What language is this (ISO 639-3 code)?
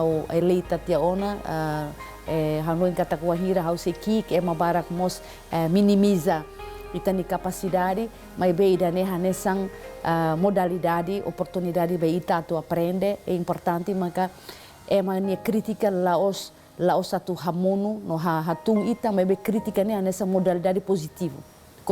tet